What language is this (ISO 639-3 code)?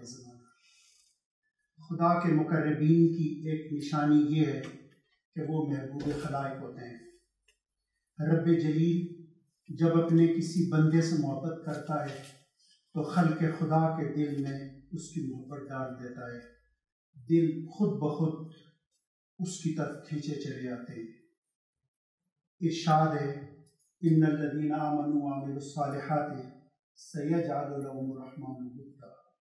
urd